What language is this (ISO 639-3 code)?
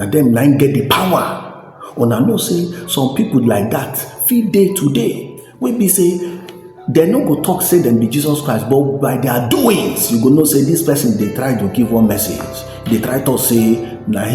pcm